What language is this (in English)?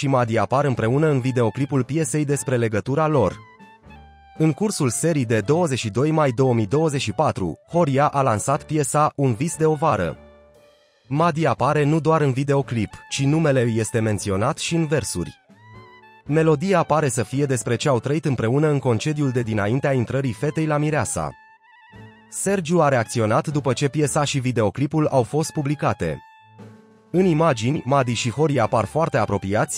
Romanian